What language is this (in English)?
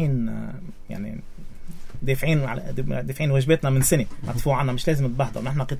North Levantine Arabic